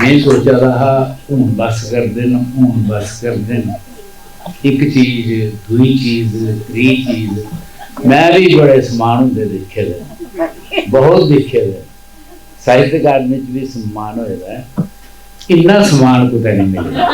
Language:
Dogri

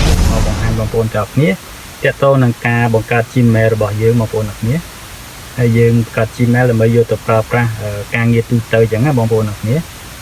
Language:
Khmer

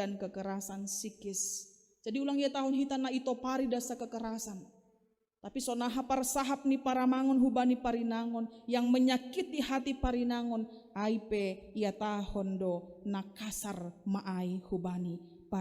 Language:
Batak Simalungun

